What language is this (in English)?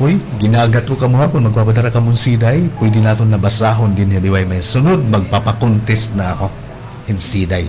Waray